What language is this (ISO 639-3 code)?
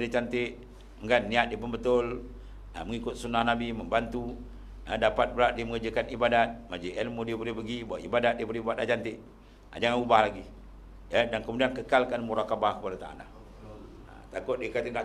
msa